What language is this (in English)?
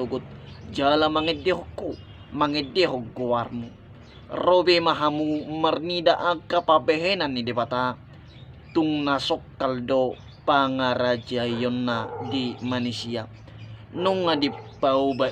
Batak Toba